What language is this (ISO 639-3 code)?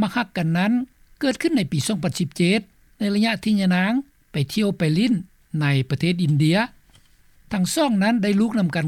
lao